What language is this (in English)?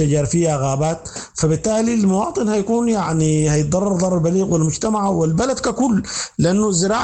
Sudanese Arabic